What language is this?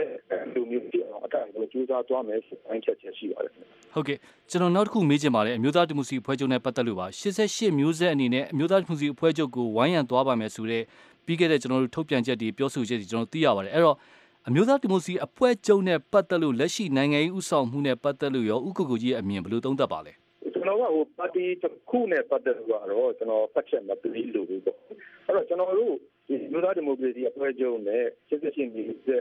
Burmese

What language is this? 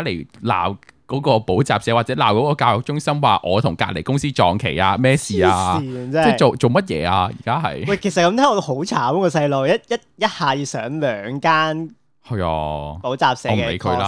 Cantonese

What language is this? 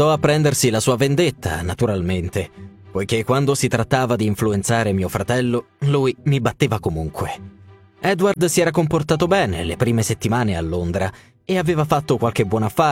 Italian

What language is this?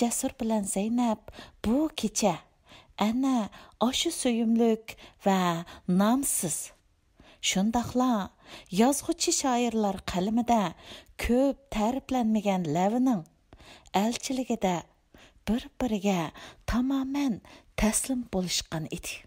Uyghur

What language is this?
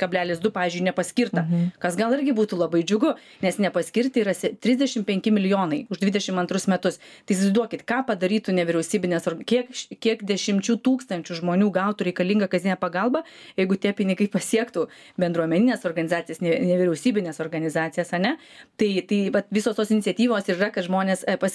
Lithuanian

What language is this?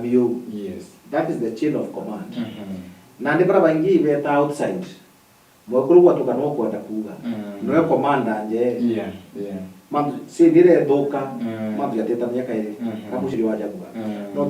Meru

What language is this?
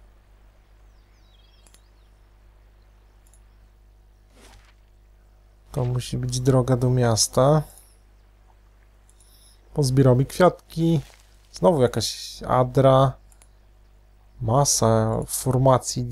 Polish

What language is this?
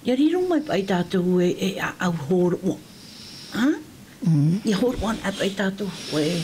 Tahitian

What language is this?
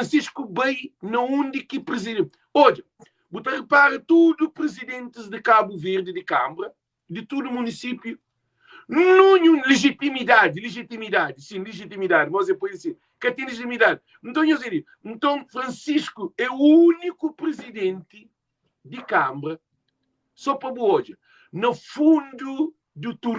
Kabuverdianu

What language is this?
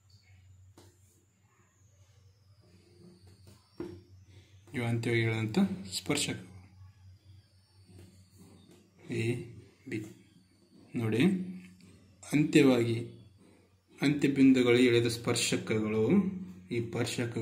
Kannada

